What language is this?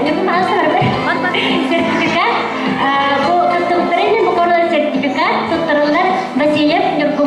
Yakut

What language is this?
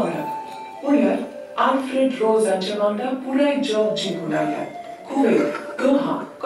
Konkani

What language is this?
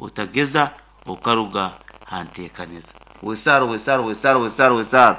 Nyankole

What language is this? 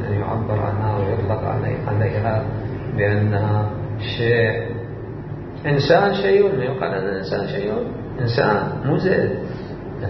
Mesopotamian Arabic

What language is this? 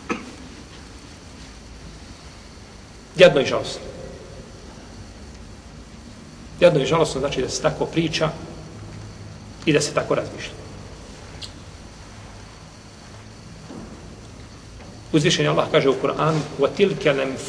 Bosnian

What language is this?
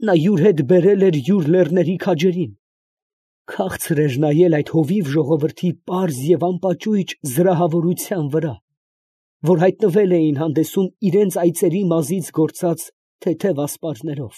Armenian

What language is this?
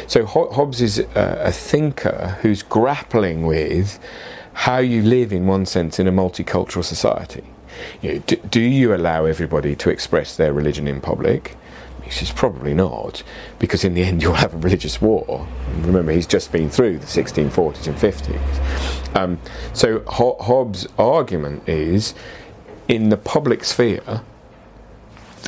English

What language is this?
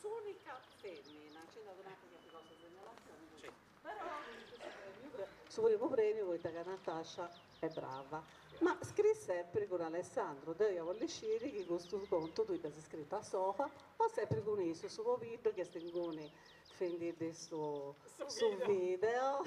Sardinian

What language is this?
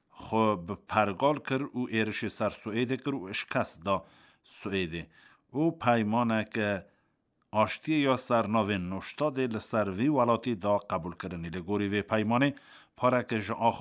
Kurdish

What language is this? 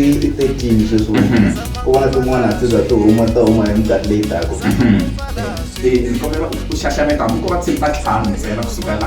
Tsonga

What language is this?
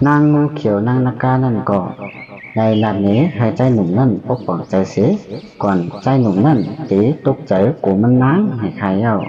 Shan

